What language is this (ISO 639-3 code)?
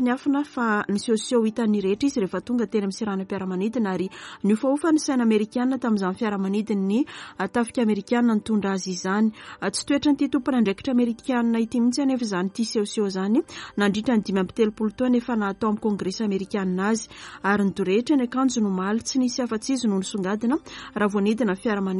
mlg